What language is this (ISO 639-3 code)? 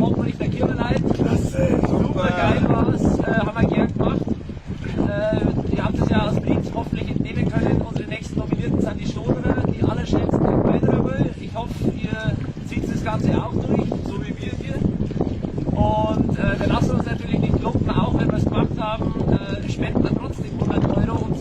bar